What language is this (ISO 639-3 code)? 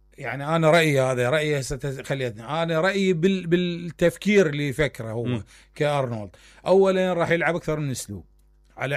acm